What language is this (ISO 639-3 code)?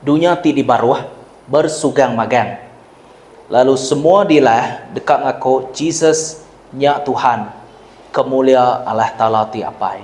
iba